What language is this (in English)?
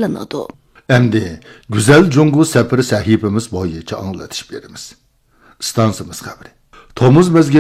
Uyghur